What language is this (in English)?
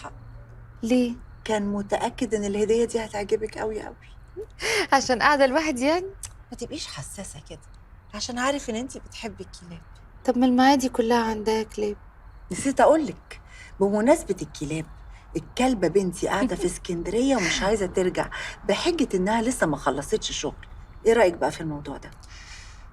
Egyptian Arabic